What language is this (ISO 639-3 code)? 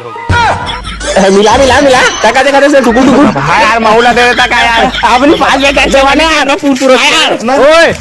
hne